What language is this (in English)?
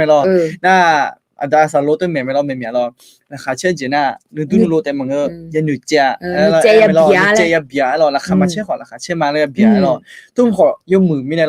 Akha